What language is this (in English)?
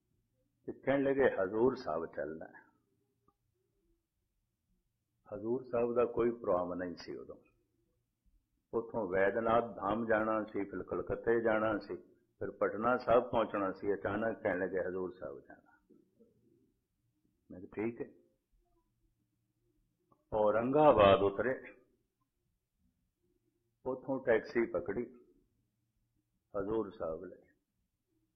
Punjabi